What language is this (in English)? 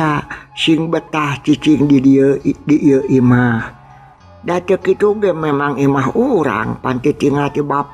Sundanese